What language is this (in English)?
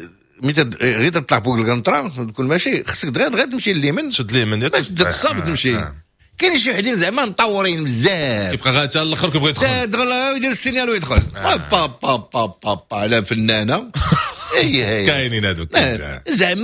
Moroccan Arabic